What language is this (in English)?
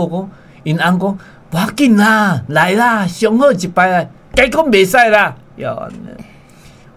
Min Nan Chinese